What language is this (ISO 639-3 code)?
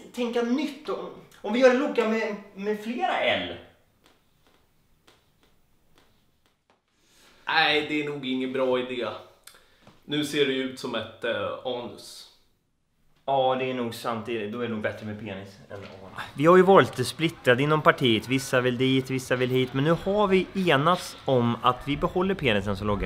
swe